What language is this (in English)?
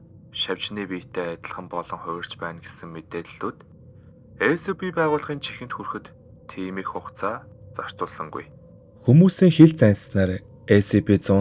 Mongolian